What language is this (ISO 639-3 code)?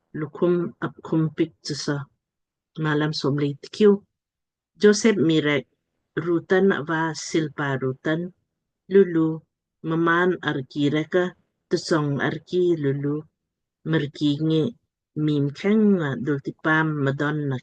lmk